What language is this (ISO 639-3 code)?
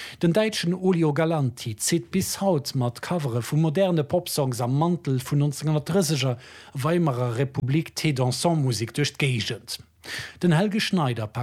ltz